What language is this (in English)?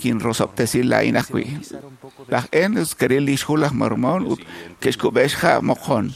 Kekchí